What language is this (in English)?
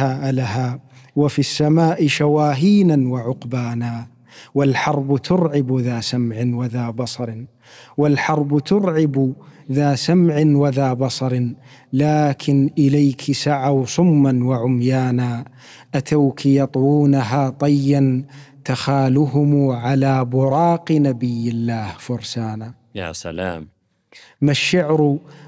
Arabic